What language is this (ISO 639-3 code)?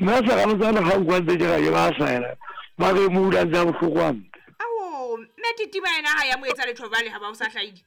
sot